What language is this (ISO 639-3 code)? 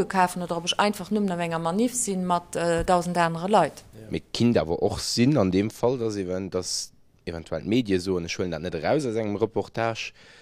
ltz